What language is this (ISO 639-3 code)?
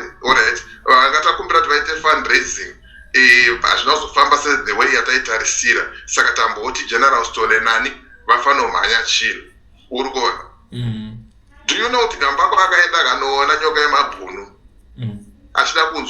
sna